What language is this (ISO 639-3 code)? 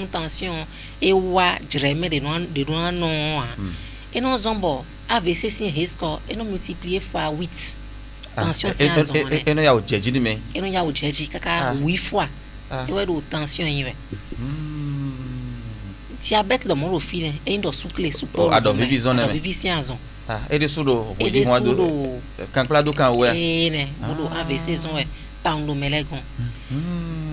fon